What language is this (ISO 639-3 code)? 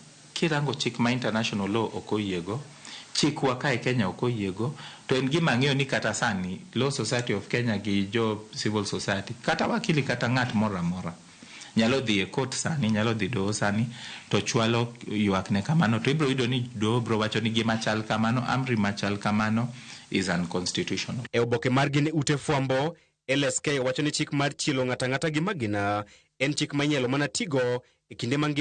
luo